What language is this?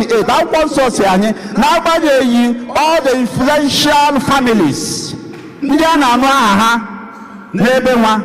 Igbo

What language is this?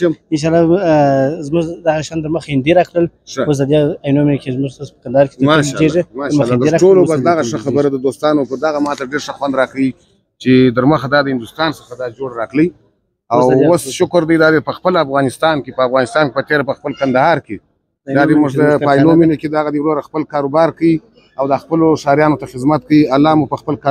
Pashto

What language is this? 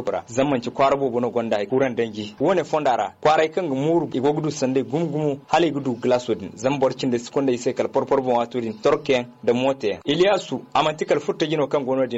Zarma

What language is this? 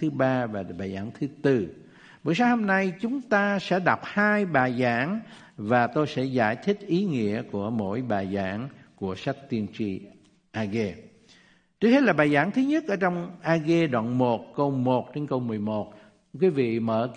Vietnamese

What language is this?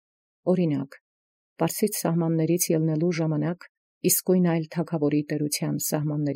Armenian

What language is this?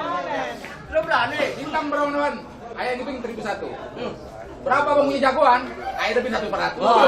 Betawi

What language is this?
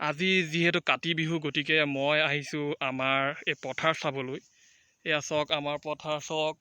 Assamese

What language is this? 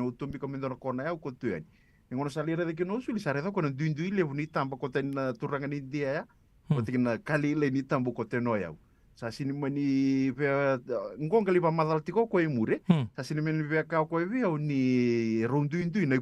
Fijian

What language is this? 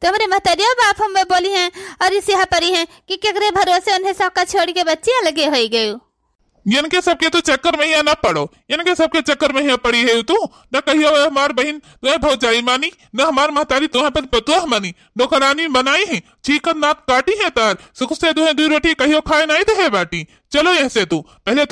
Awadhi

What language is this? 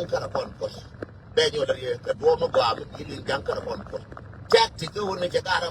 Nuer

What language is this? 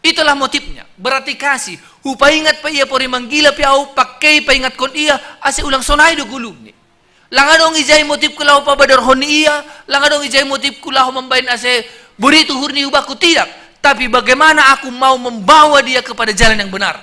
Batak Simalungun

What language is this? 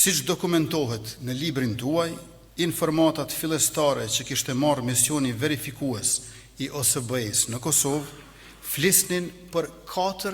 Albanian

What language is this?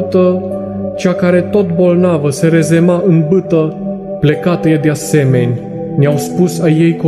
Romanian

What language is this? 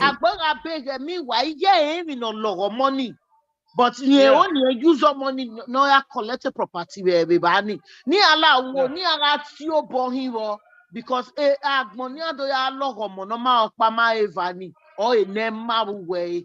Bini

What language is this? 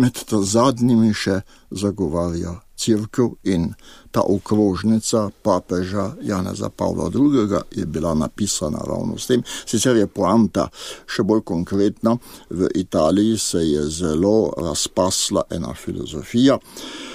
Slovenian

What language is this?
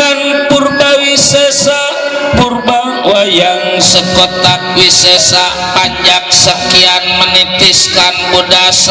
Betawi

